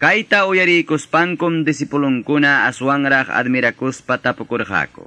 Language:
Quechua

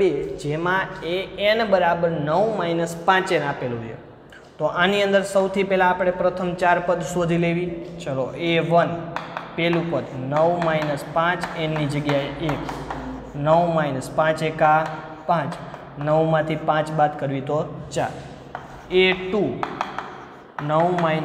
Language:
Gujarati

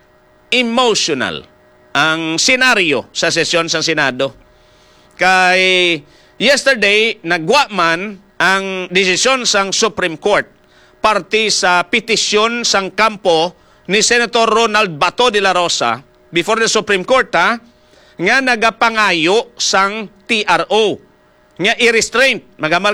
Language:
Hiligaynon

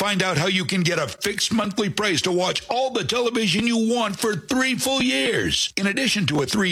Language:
English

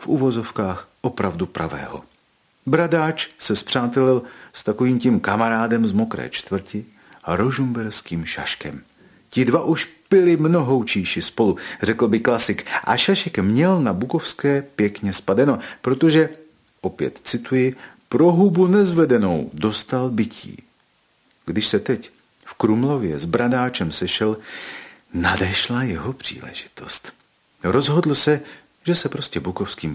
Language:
Czech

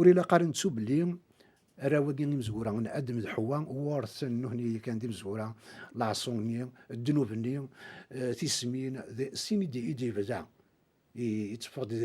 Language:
Kabyle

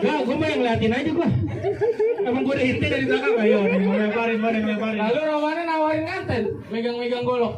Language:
Betawi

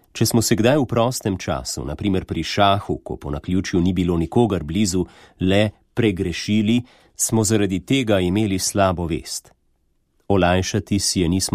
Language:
Slovenian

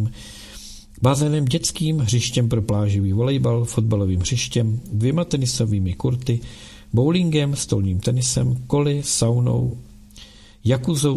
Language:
Czech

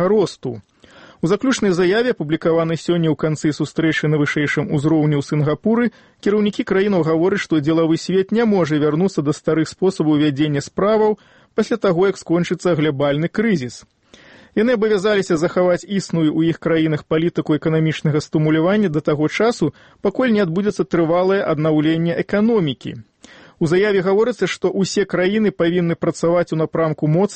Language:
Belarusian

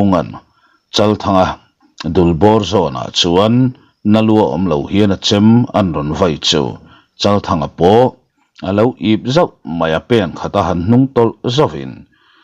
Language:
Mizo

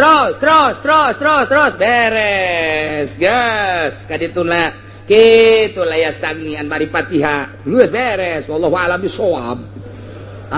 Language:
Sundanese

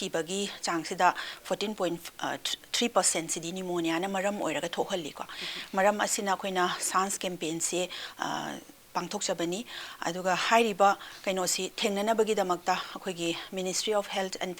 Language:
Manipuri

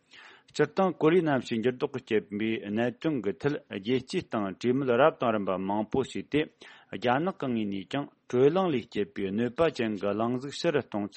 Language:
Tibetan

